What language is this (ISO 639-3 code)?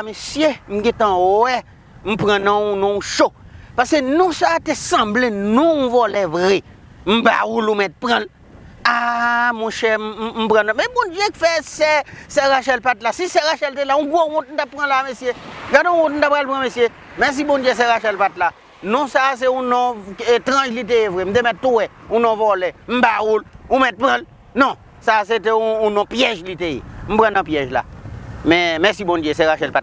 hat